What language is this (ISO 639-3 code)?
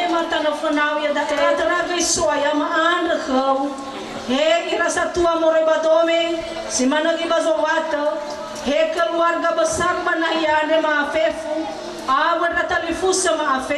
nia